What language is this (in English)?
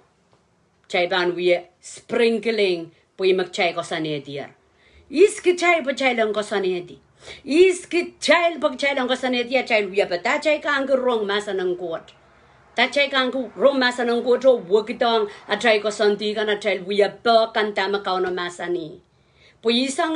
Pohnpeian